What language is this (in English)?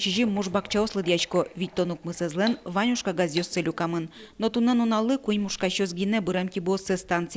Udmurt